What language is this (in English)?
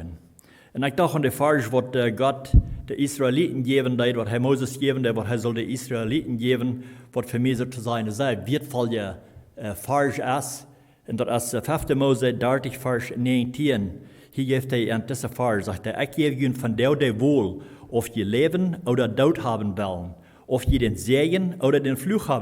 Plautdietsch